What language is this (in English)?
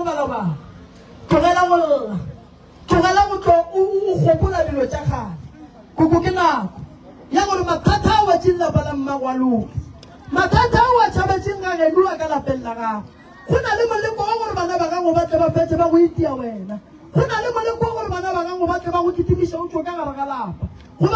Northern Sotho